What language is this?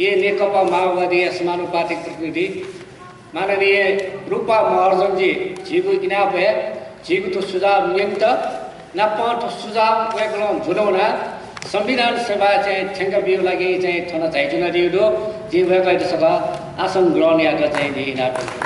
Newari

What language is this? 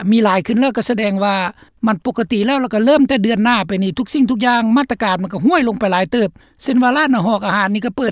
Lao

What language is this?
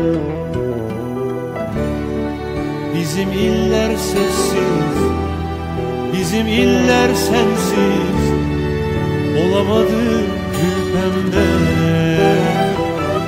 Turkish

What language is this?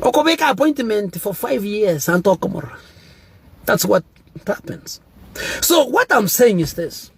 Gusii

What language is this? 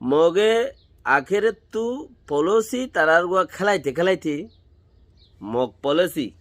Rohingya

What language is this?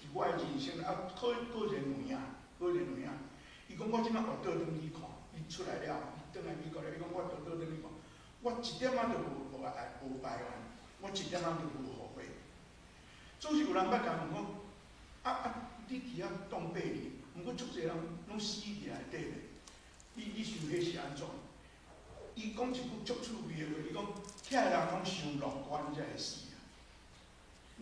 Min Nan Chinese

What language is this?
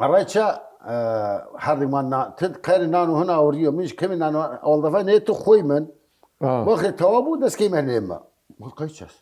Southern Kurdish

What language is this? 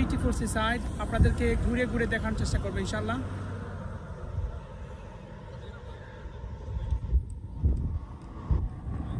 Bangla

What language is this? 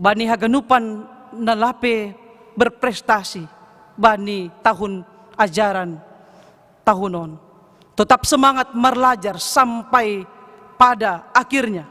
Batak Simalungun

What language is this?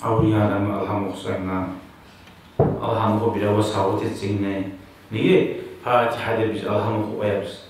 Kumyk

